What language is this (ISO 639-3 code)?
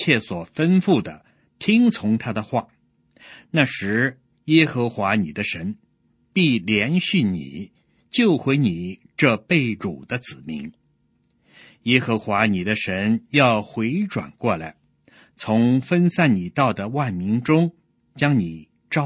zho